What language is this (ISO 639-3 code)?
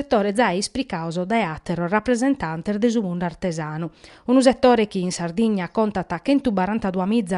srd